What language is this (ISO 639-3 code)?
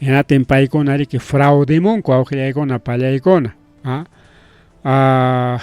quy